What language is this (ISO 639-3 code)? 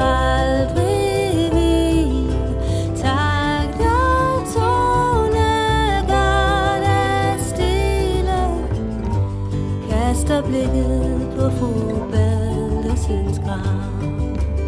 dan